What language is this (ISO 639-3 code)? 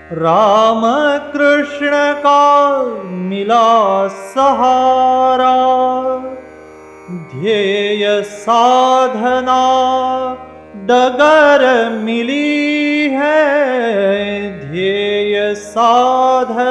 hin